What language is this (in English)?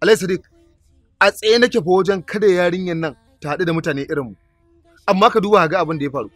Hausa